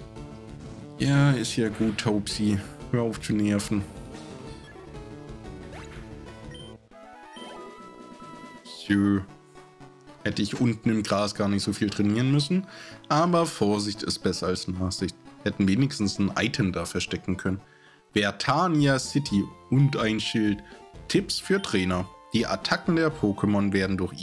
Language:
German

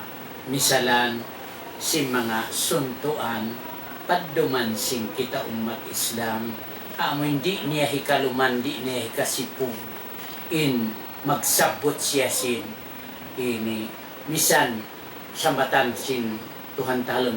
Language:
Tausug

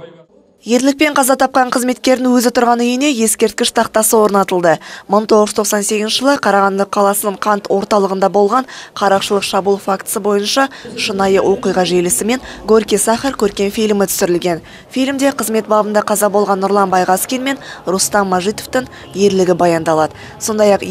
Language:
Kazakh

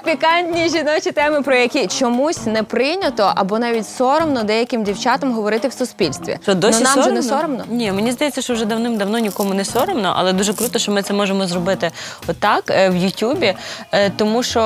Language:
Ukrainian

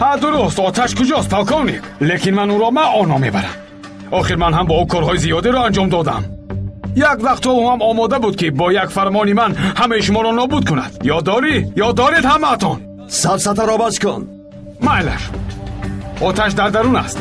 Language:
Tajik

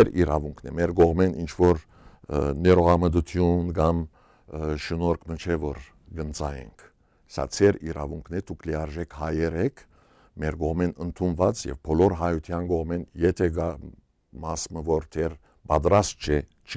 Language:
Western Armenian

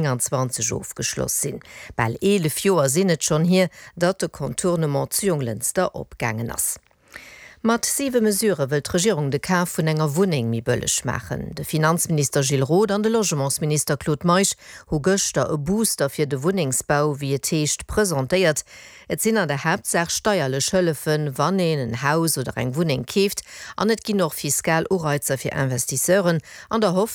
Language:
Luxembourgish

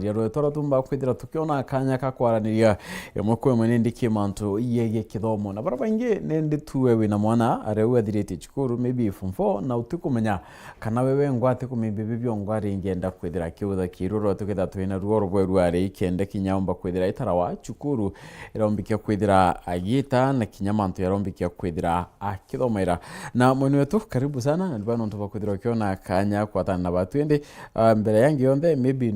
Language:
Meru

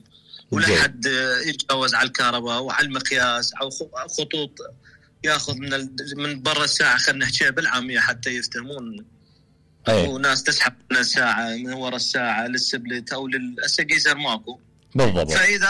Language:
Mesopotamian Arabic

